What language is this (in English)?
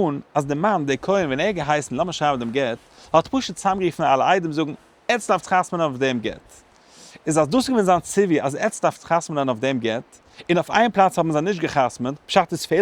Yiddish